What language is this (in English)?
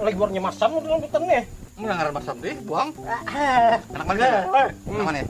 Banjar